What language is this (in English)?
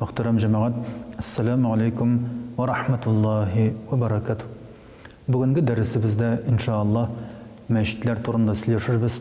Tatar